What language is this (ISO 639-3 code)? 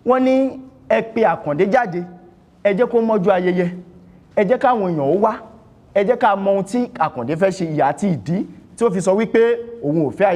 yor